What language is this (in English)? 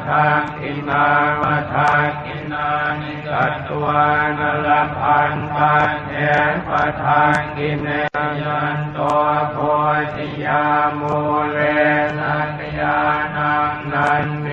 Pali